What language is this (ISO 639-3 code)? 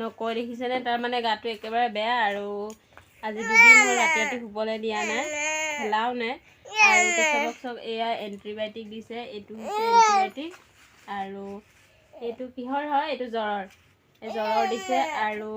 asm